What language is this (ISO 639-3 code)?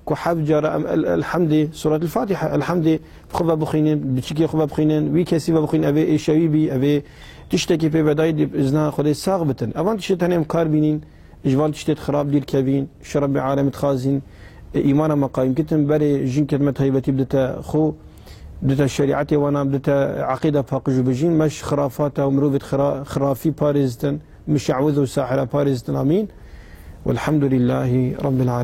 kur